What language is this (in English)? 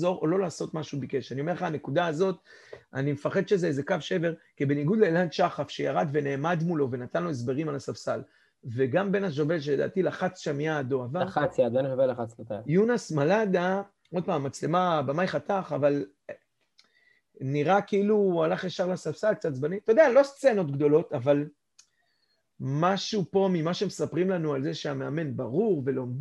Hebrew